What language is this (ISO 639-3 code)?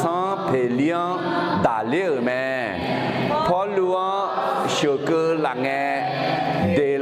ahk